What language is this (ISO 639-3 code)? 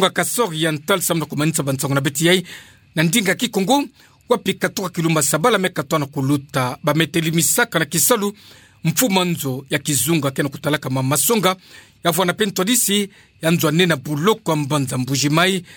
ktu